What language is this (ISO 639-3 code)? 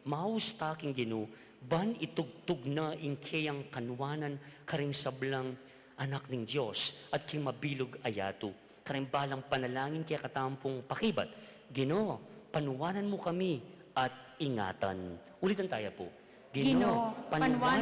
pam